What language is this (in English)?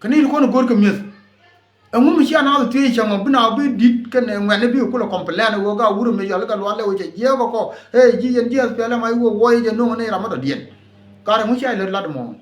Nuer